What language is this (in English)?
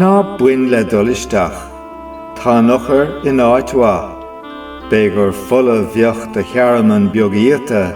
Irish